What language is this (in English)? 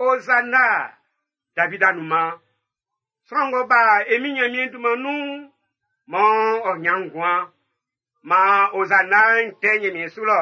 Baoulé